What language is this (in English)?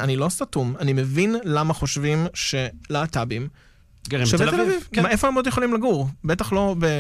Hebrew